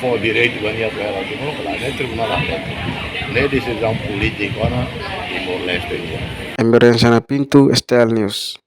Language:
Tetum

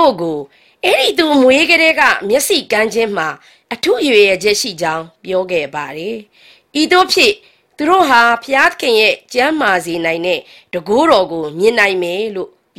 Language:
Burmese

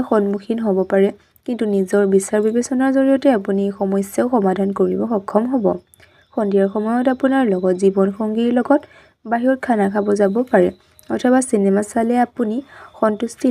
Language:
Assamese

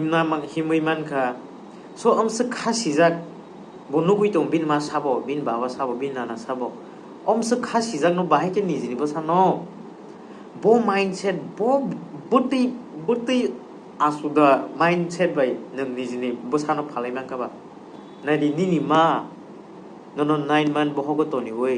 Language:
Kok Borok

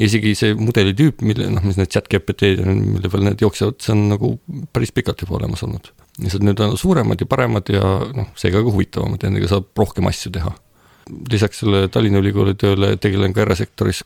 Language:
Estonian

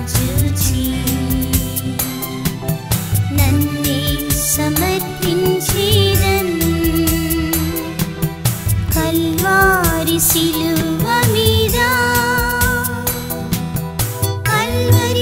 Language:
Telugu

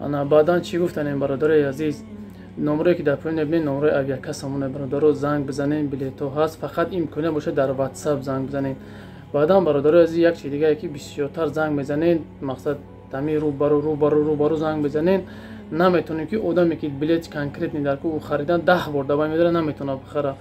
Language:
Tajik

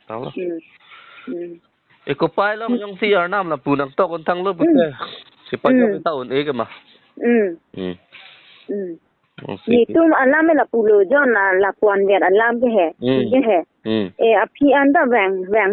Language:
Karbi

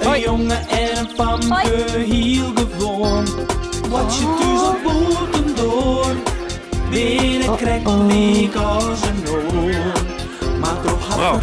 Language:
Western Frisian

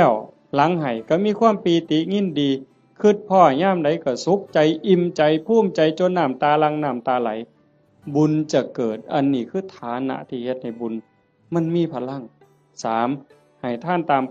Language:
Northeastern Thai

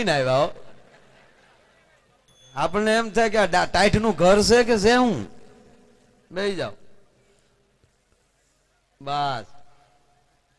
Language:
Gujarati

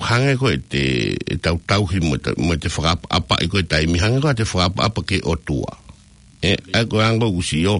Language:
Tongan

